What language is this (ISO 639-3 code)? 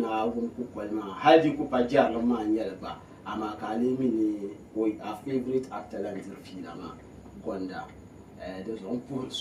dag